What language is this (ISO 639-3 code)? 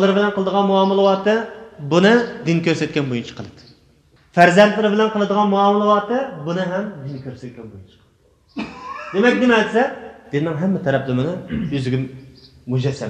uig